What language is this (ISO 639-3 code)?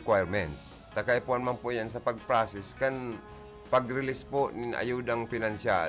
bik